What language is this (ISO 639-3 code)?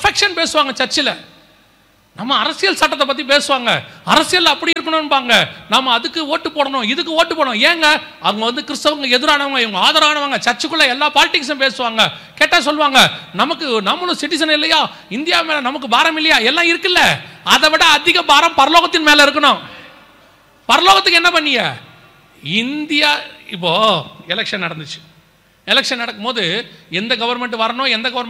tam